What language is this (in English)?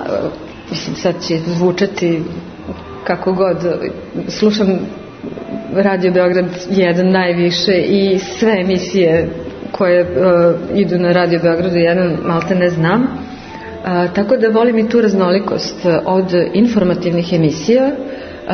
Serbian